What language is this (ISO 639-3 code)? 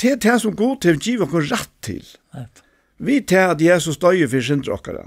fao